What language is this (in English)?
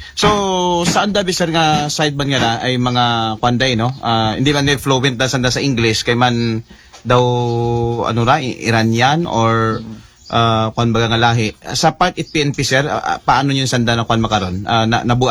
Aklanon